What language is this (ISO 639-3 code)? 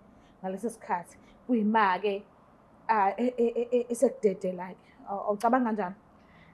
zul